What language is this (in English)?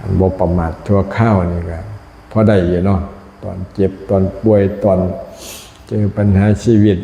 Lao